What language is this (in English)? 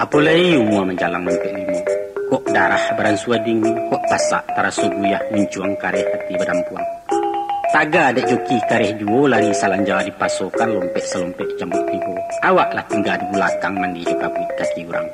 Minangkabau